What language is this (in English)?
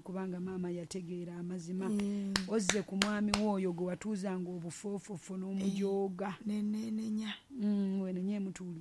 Ganda